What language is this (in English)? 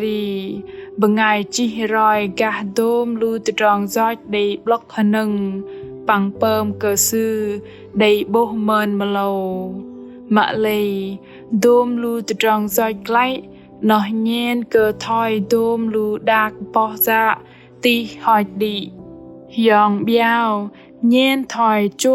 Bahnar